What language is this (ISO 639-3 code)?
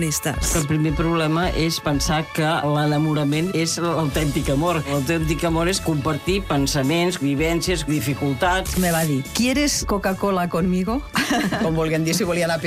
cat